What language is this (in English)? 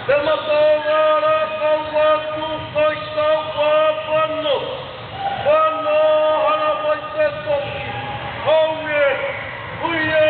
Māori